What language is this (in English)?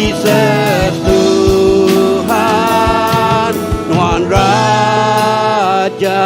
Iban